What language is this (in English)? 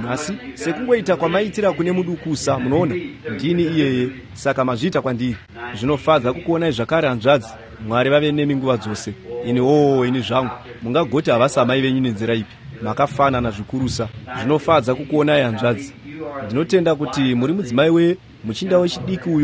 Shona